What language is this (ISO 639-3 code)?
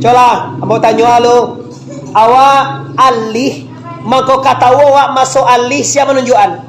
min